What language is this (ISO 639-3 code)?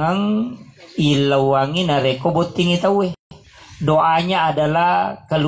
bug